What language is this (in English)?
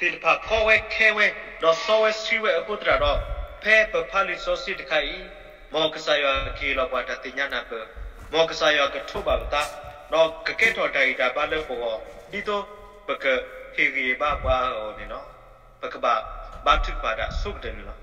S'gaw Karen